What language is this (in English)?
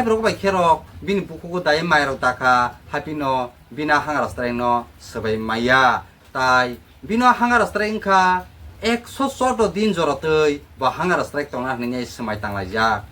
Kok Borok